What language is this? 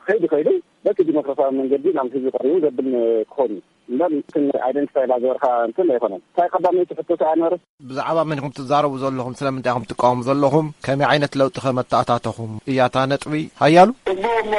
Tigrinya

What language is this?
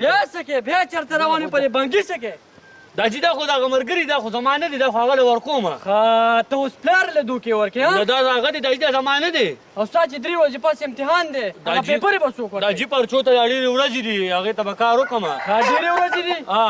Pashto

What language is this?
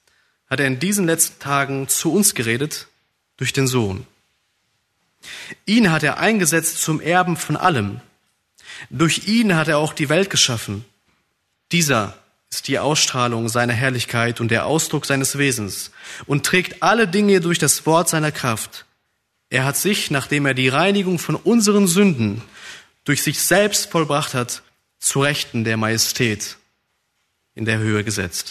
German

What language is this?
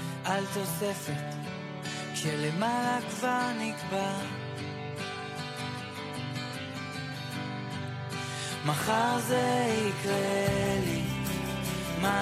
Hebrew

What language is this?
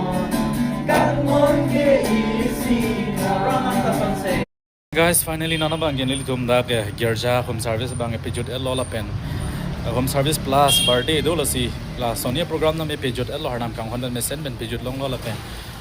Karbi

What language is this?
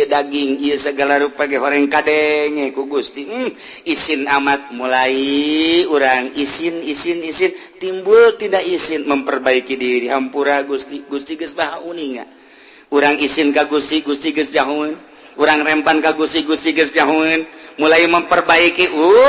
Sundanese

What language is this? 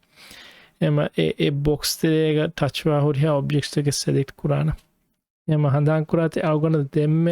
Divehi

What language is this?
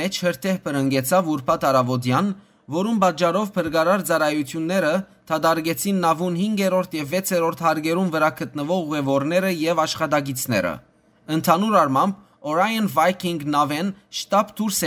Western Armenian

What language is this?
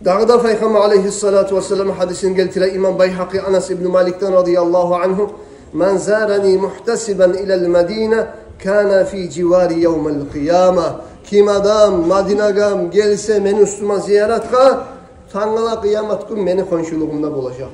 Kumyk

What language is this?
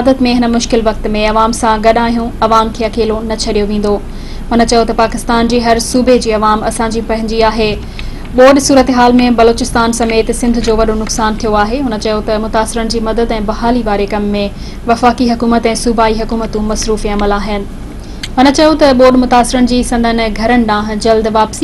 Sindhi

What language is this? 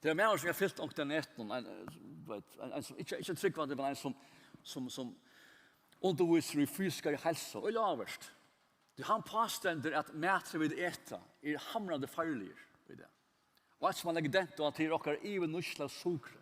Faroese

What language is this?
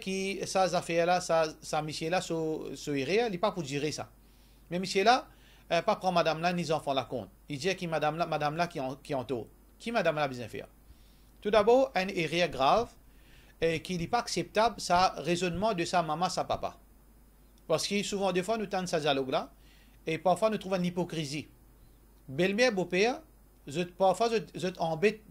Morisyen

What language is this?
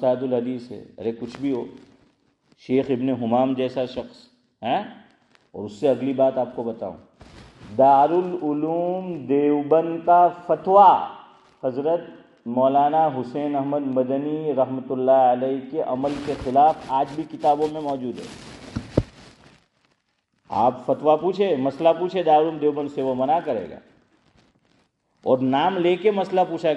Urdu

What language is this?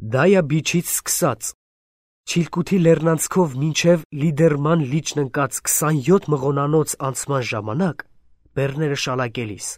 Armenian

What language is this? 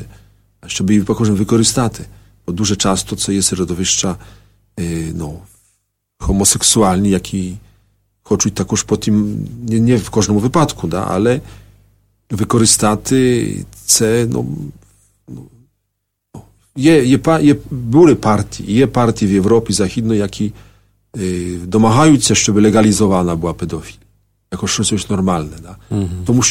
Ukrainian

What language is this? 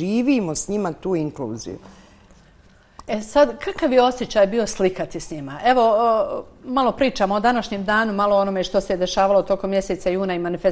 Bosnian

